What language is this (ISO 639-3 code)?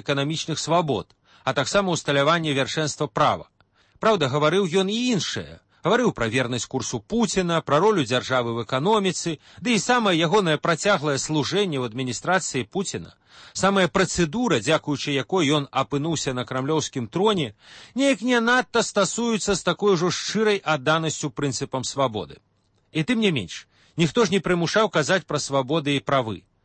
bel